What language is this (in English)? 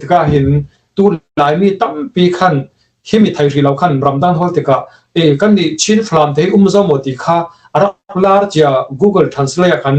Falam Chin